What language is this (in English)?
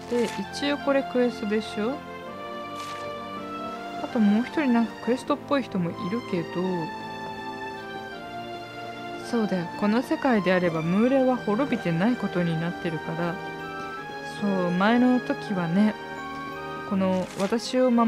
Japanese